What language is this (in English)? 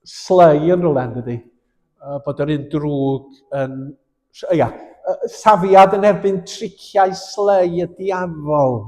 Welsh